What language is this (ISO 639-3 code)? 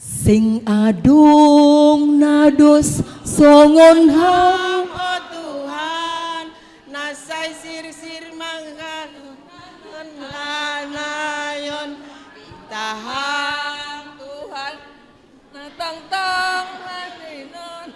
bts